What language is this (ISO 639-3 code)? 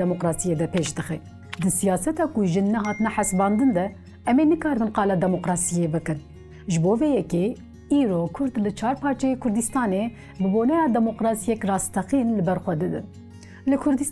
kur